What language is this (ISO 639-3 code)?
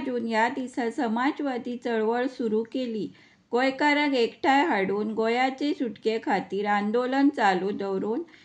kok